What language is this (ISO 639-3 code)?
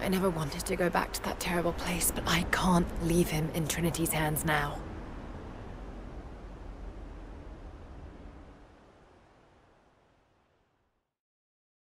eng